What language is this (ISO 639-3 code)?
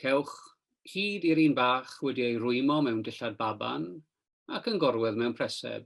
cym